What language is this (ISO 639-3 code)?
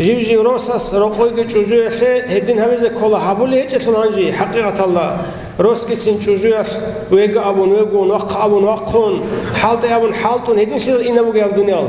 ava